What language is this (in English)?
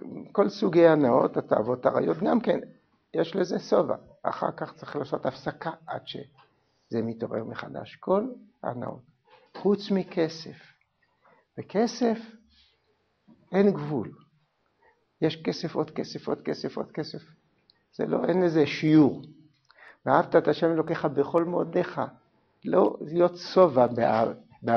Hebrew